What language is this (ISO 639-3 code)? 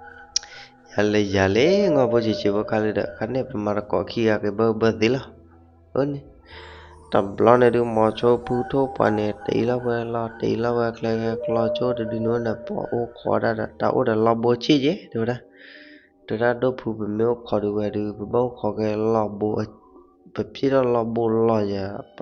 ksw